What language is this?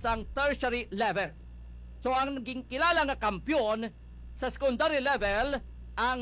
Hiligaynon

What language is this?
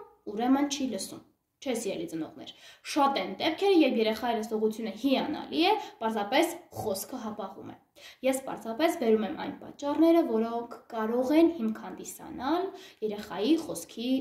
Armenian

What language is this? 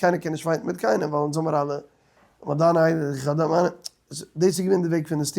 Yiddish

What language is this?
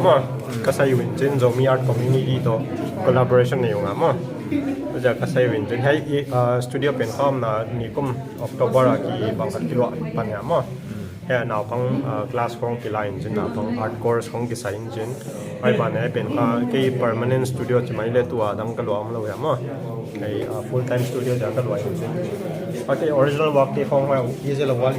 Paite Chin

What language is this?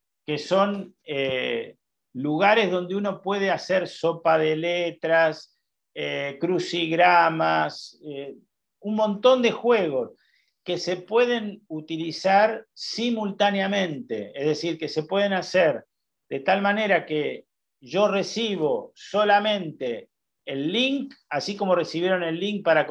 Spanish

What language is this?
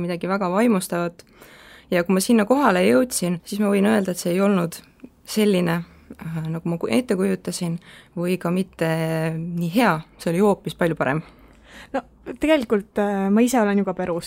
Estonian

